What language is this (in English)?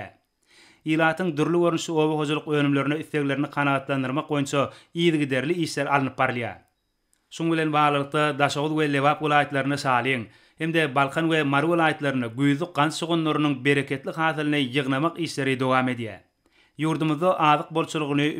Turkmen